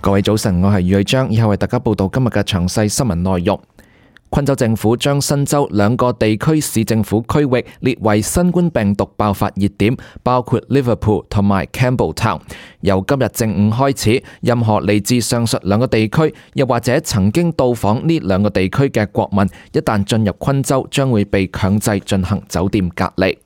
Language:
Cantonese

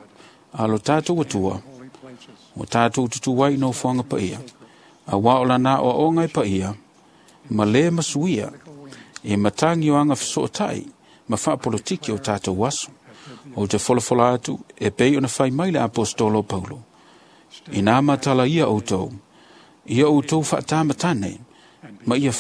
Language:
Samoan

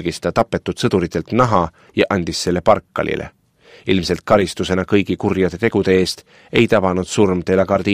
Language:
Estonian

